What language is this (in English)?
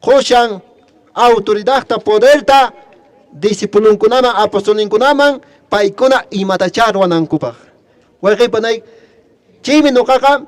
Quechua